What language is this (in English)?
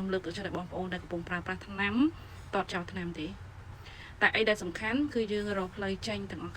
Khmer